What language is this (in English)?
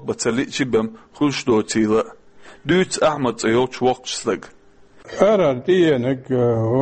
Chechen